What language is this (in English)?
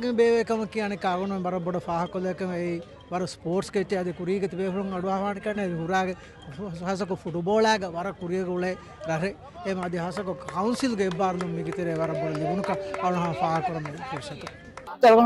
Divehi